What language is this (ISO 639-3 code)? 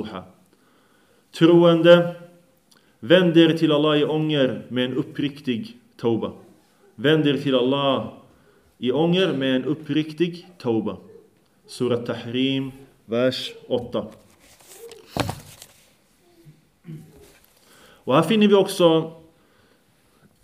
swe